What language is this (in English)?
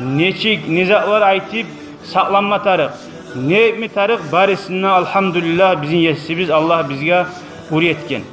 Kumyk